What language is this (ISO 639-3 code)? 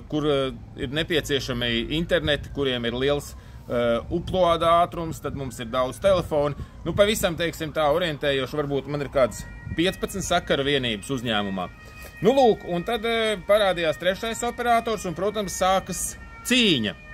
lav